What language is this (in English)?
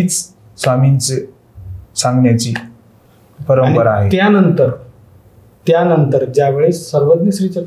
Marathi